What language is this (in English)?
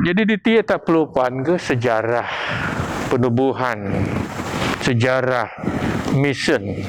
Biatah Bidayuh